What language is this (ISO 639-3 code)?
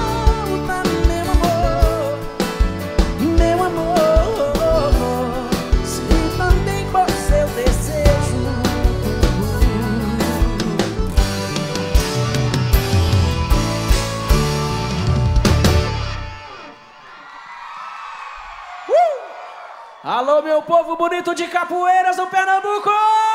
por